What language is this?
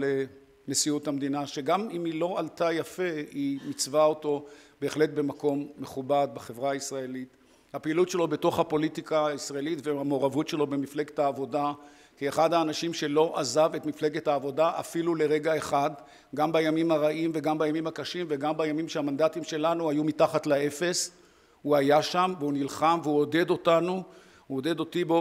Hebrew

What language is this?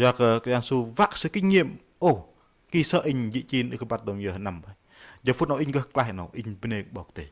Bahnar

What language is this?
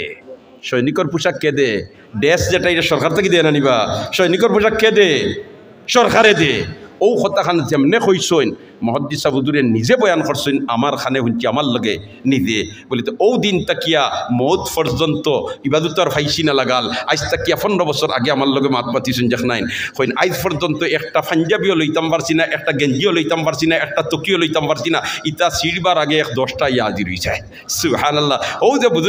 Sylheti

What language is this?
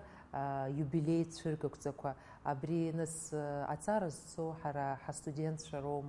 Abkhazian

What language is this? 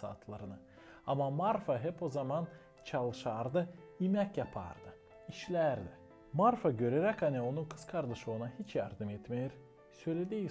Gagauz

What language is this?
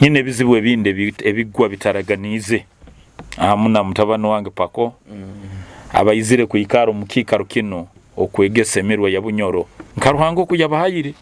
Nyoro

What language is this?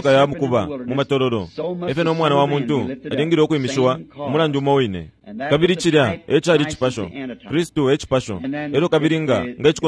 Bemba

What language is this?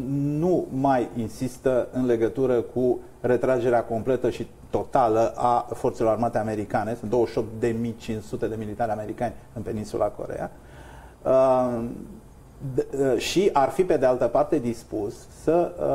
Romanian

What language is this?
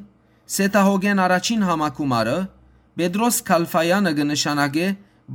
Western Armenian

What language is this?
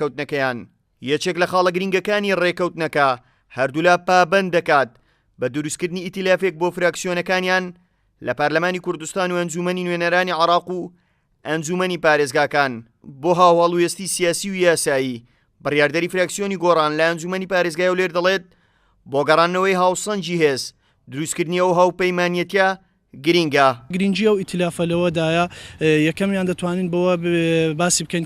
Central Kurdish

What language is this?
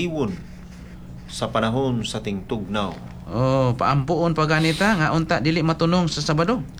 Cebuano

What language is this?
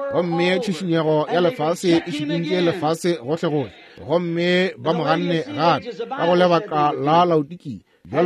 Northern Sotho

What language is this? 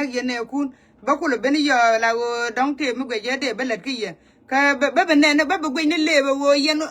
Nuer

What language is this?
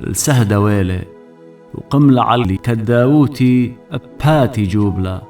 Assyrian Neo-Aramaic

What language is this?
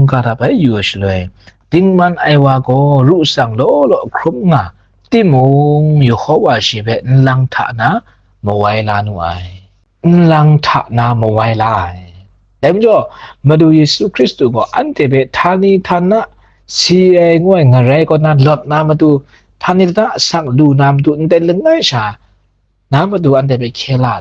Kachin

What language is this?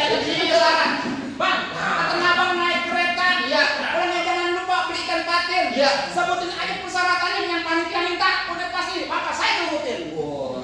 Betawi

